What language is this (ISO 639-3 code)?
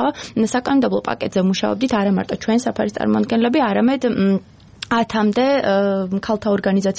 kat